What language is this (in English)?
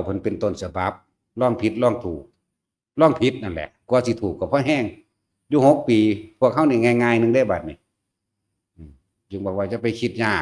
Northeastern Thai